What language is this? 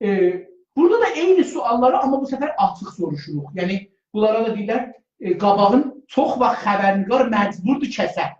South Azerbaijani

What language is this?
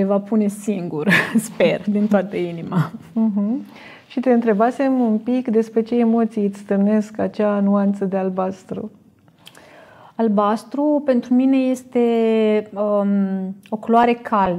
Romanian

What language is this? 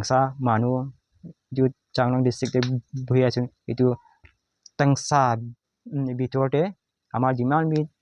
Naga Pidgin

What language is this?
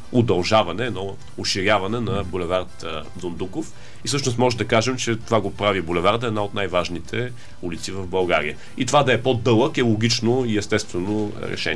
Bulgarian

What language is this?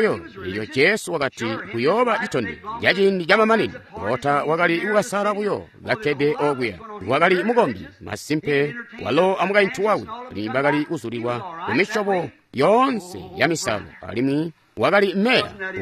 Tonga (Zambia)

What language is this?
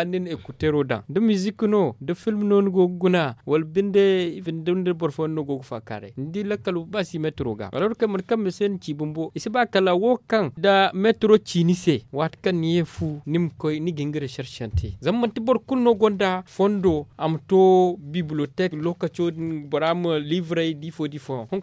Zarma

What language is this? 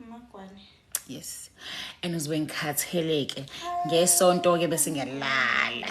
Zulu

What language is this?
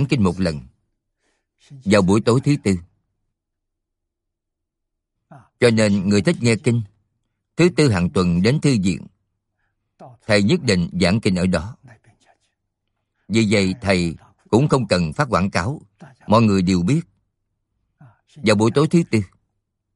Vietnamese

